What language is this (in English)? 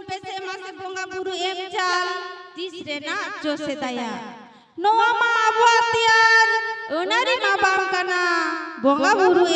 Santali